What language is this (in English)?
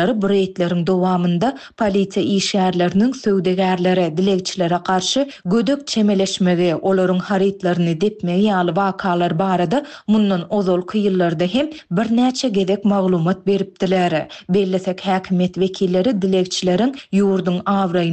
Turkmen